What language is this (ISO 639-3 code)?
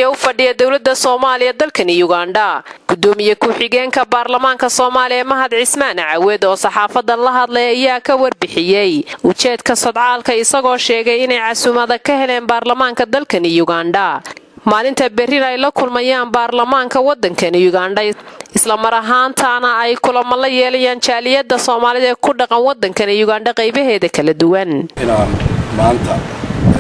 som